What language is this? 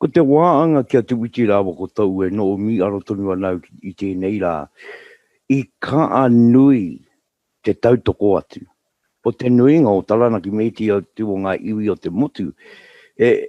Māori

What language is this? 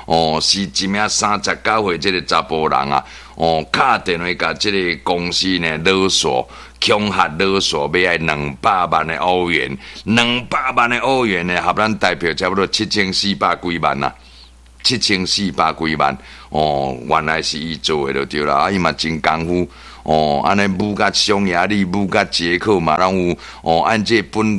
Min Nan Chinese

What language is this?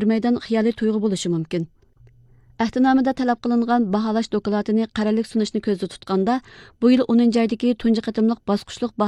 Uyghur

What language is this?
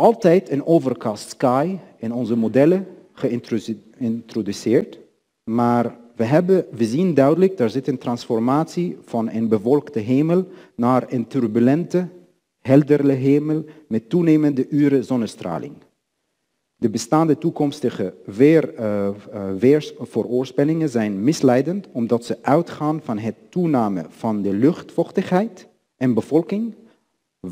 Dutch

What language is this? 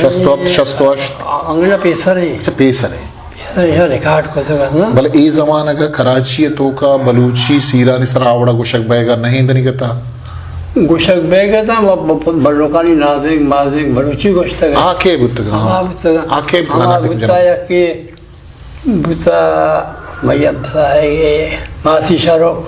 Eastern Balochi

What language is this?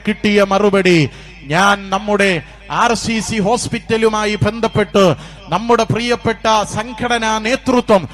Malayalam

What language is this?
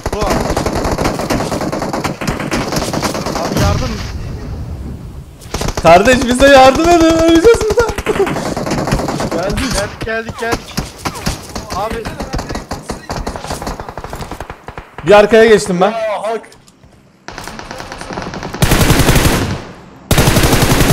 Turkish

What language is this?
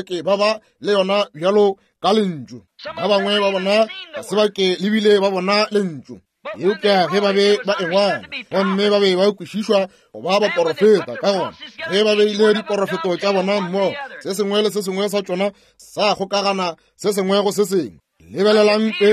Northern Sotho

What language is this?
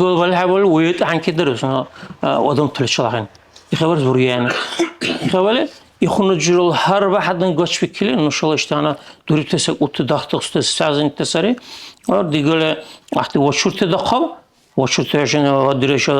Dargwa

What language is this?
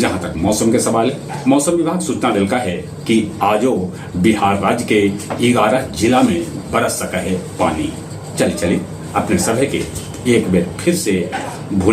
Magahi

